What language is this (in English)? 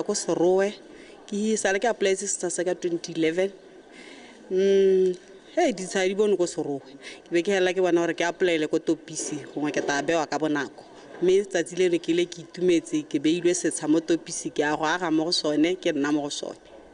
Tswana